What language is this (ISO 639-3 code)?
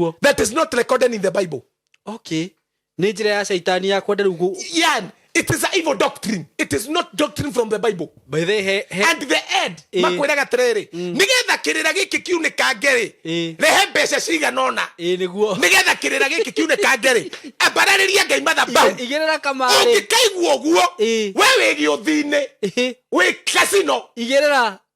kik